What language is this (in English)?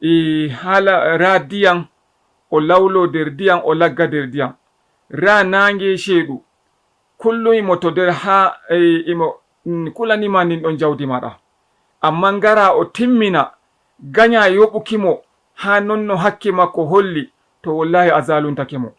Fula